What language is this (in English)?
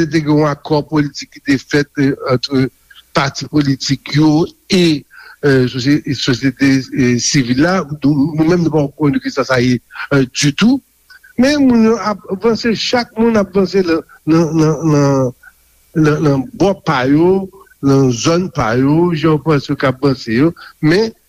Haitian Creole